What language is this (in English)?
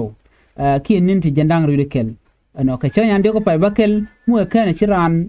Nuer